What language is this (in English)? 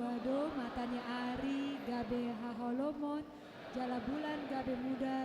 Batak Toba